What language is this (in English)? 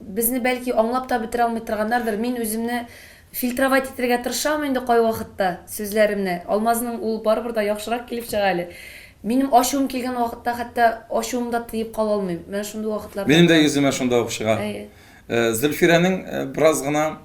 Tatar